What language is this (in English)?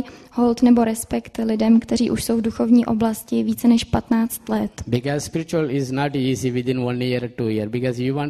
Czech